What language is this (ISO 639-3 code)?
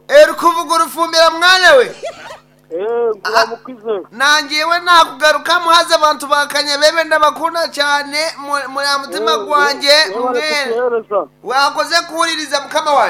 nyn